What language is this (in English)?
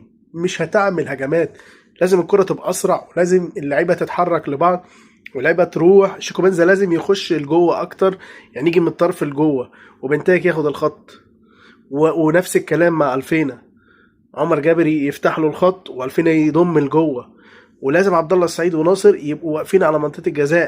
Egyptian Arabic